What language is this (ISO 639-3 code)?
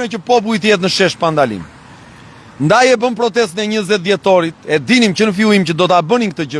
sqi